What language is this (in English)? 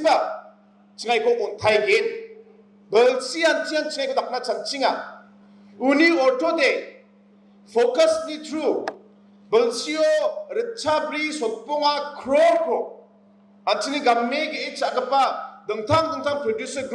Garo